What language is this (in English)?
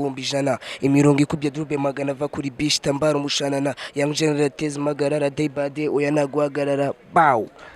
Kinyarwanda